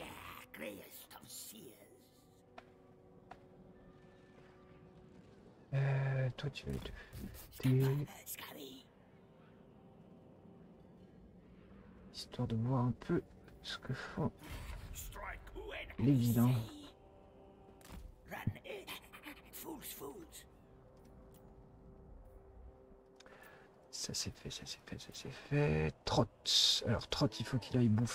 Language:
French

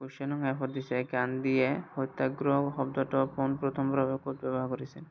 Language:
Assamese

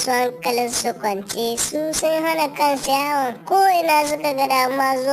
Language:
Hausa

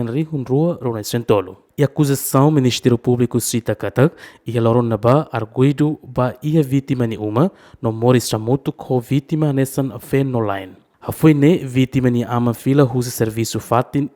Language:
Tetum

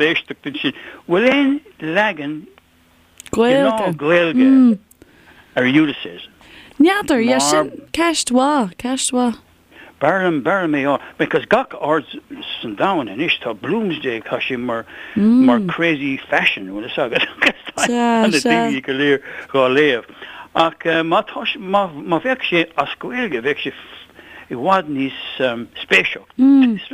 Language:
Irish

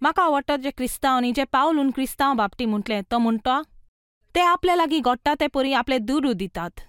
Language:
Konkani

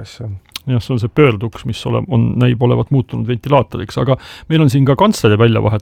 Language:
Estonian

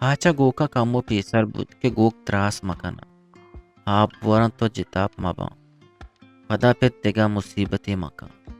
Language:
Eastern Balochi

